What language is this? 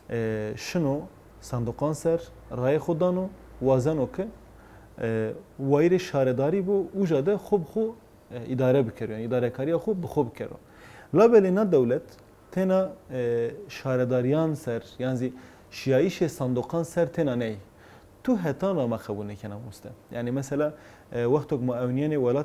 Zaza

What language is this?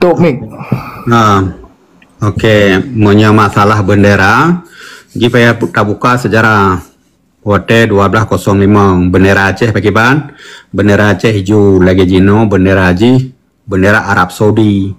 Achinese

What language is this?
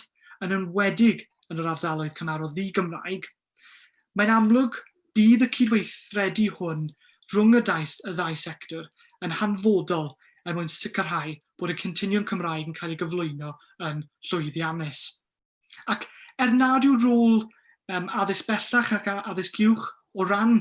Welsh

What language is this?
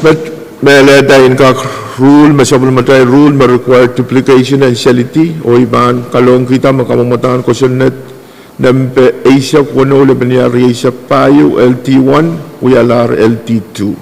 Pohnpeian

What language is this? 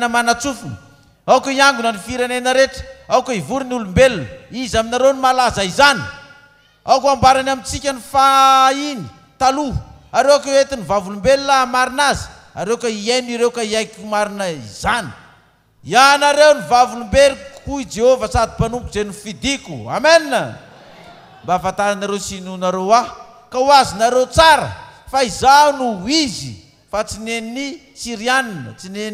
Malagasy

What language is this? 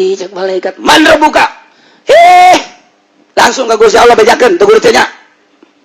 Sundanese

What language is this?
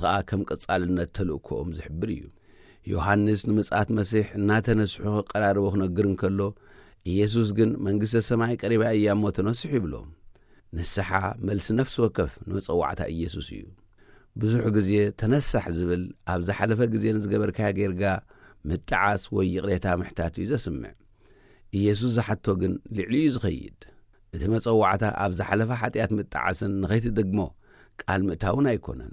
Tigrinya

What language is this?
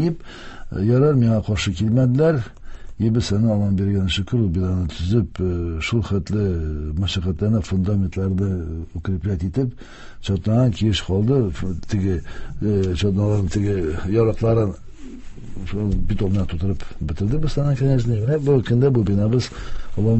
Tatar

